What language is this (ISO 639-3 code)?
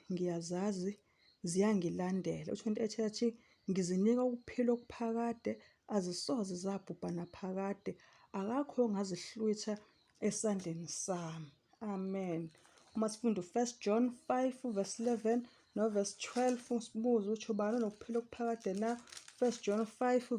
zul